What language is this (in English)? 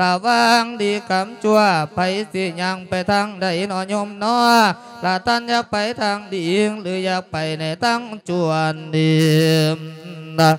Lao